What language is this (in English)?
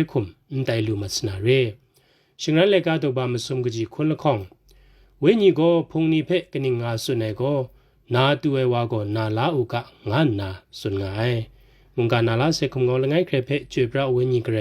Kachin